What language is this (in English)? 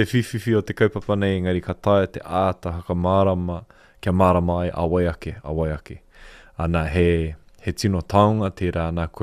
Māori